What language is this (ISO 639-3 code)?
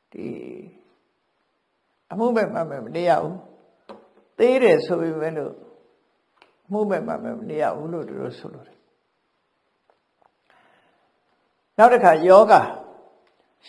mya